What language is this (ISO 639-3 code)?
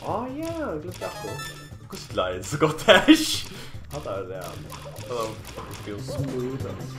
fao